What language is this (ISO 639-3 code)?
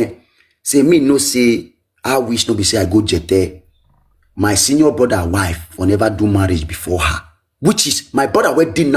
pcm